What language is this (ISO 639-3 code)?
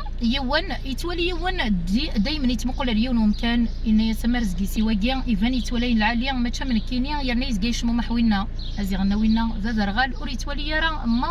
kab